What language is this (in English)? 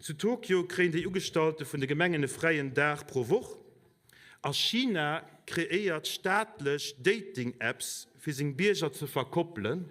Luxembourgish